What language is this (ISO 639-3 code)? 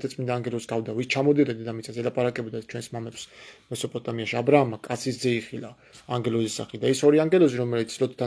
kat